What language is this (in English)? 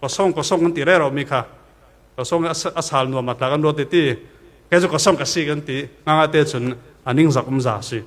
Falam Chin